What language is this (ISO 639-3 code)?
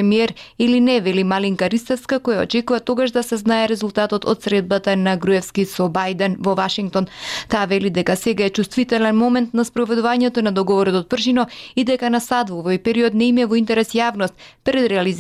mkd